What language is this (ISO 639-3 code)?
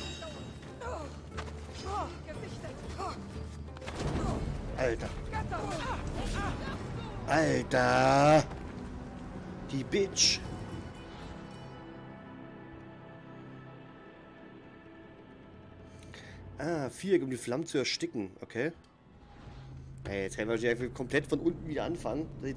deu